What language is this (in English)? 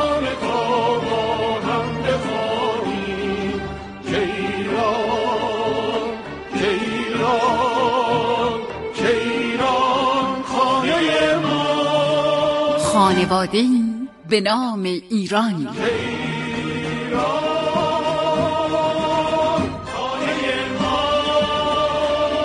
Persian